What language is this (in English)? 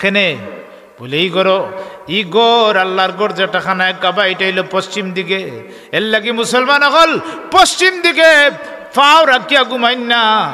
Sylheti